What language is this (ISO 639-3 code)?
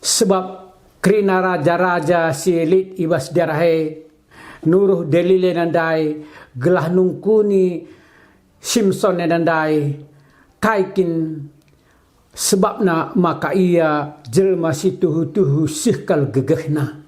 btx